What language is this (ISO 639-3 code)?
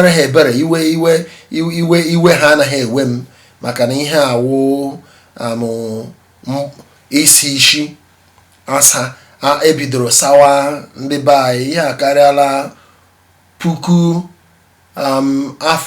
ibo